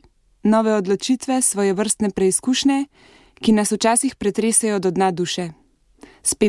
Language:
Slovenian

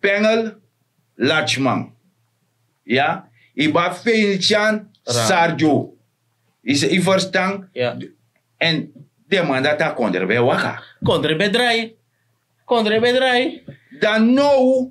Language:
Sranan Tongo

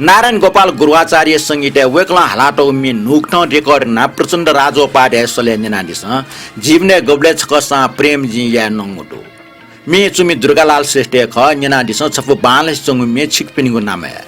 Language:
Newari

